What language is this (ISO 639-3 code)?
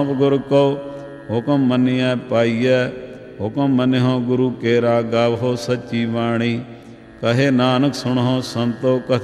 pan